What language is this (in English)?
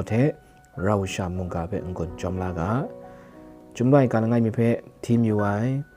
Kachin